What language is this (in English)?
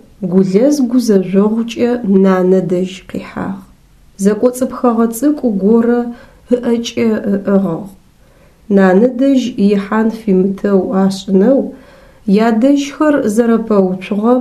Adyghe